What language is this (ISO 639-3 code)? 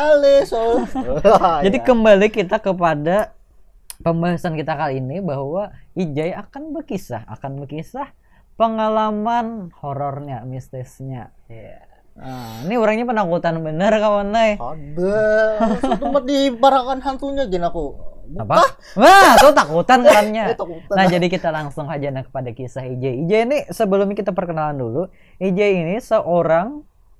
bjn